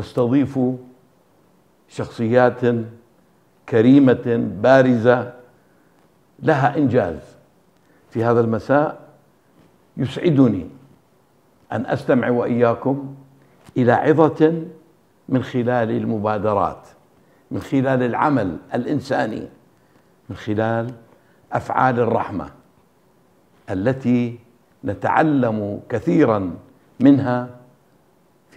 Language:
Arabic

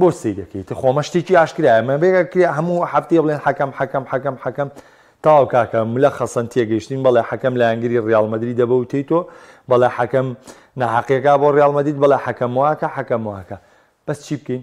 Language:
Central Kurdish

